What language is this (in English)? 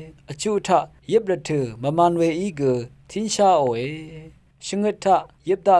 Rawang